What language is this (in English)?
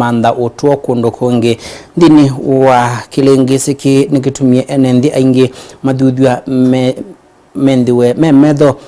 Kamba